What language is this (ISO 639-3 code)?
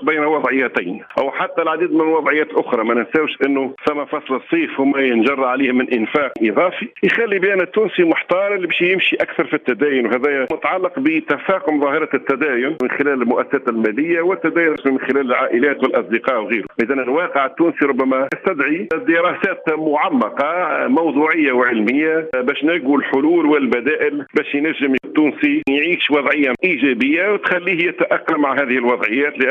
aeb